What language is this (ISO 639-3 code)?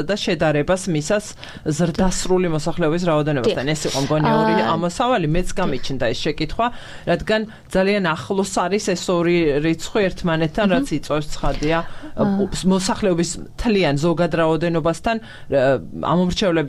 kat